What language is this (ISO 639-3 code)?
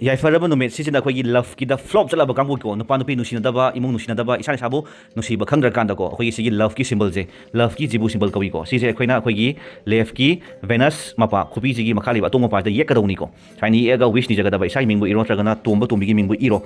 mni